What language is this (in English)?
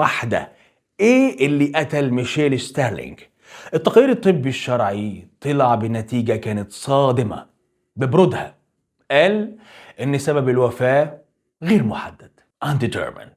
Egyptian Arabic